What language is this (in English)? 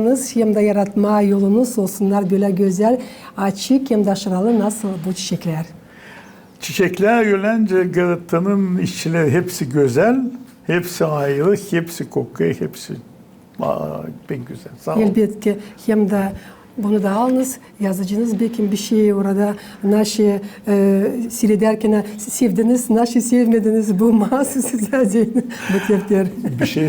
Gagauz